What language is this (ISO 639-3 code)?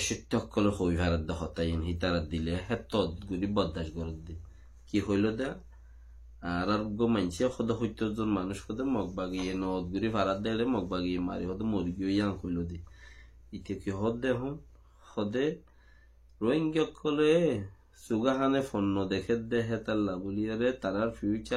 rhg